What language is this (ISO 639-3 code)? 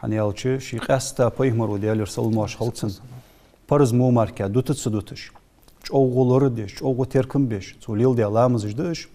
inh